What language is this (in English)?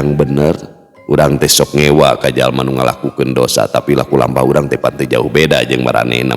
Sundanese